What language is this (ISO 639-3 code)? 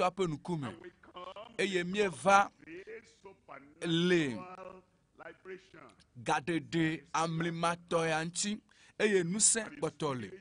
ewe